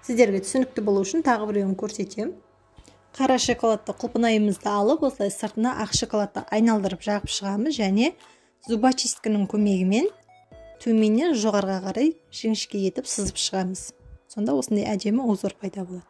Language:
Kazakh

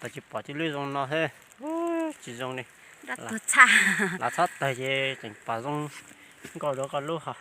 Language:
Hmong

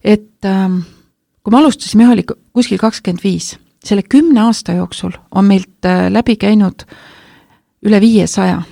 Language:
Estonian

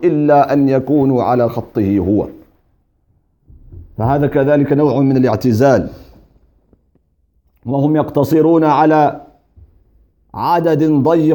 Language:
Arabic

